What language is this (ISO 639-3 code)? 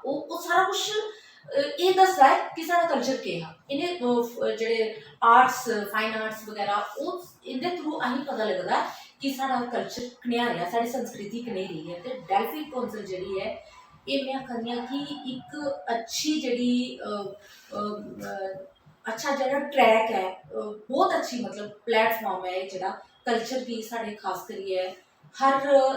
doi